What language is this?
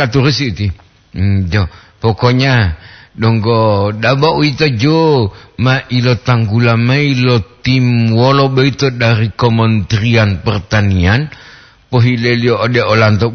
Gorontalo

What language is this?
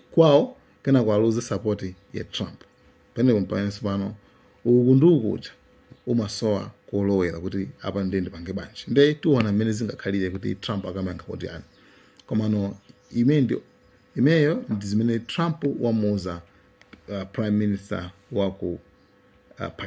Nyanja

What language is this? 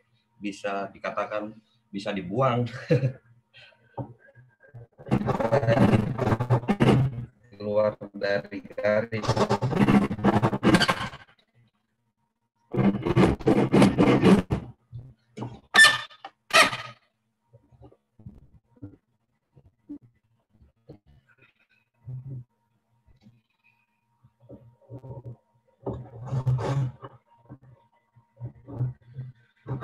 Indonesian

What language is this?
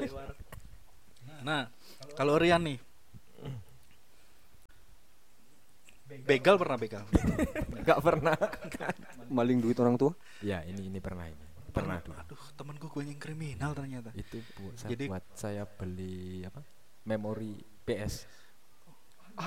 Indonesian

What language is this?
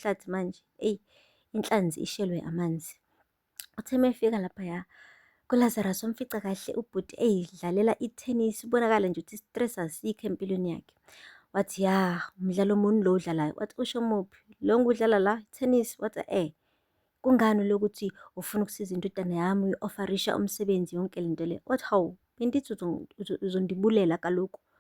Zulu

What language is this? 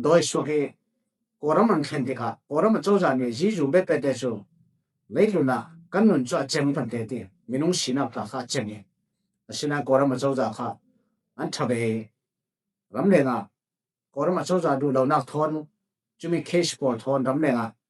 Falam Chin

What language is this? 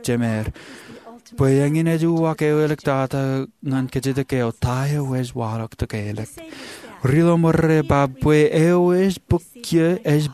Marshallese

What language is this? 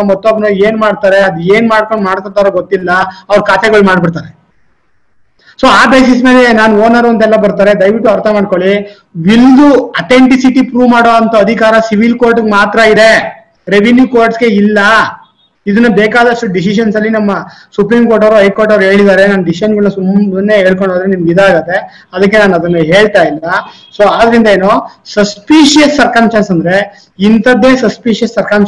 Kannada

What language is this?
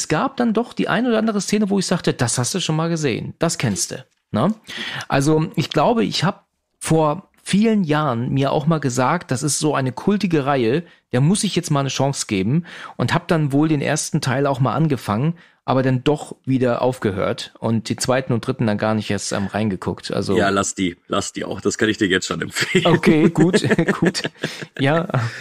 German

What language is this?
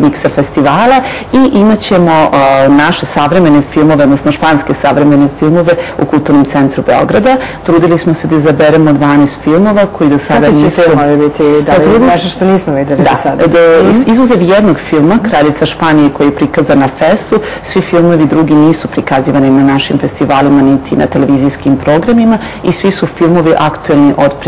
Serbian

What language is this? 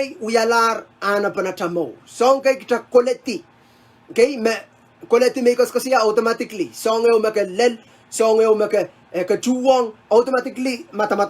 Pohnpeian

